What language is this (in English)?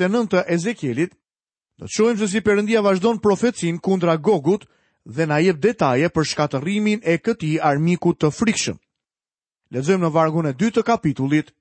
Albanian